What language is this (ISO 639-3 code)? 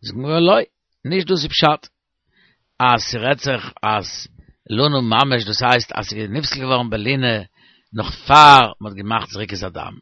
yid